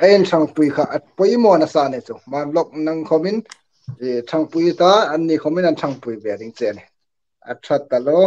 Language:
Hmar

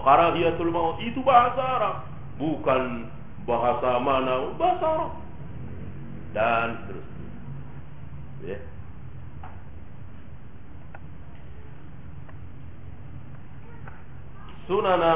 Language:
Indonesian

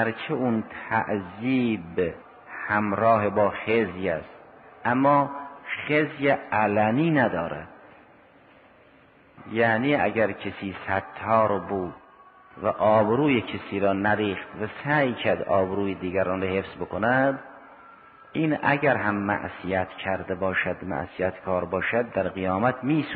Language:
Persian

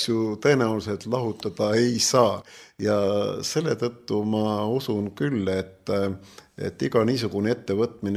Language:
Estonian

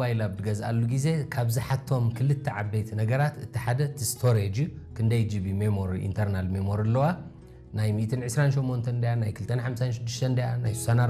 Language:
Tigrinya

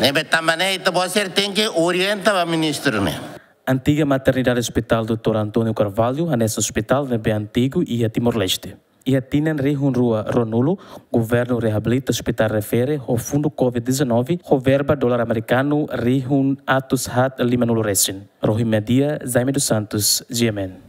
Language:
Tetum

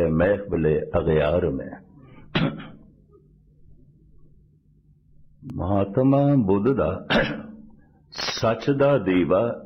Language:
Punjabi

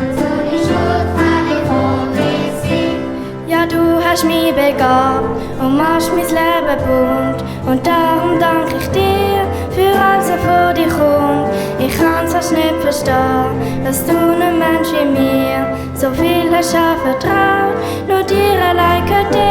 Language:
Swiss German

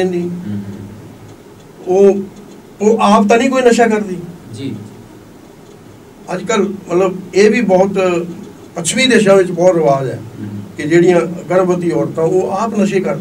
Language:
Punjabi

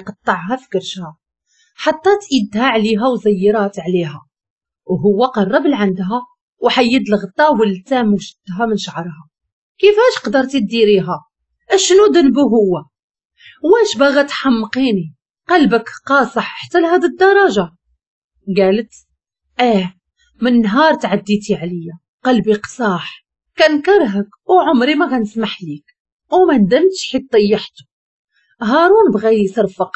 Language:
Moroccan Arabic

